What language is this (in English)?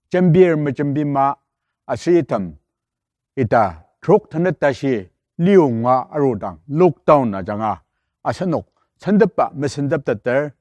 Ao Naga